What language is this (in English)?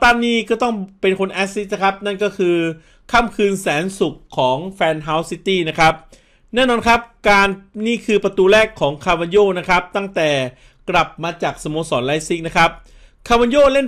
Thai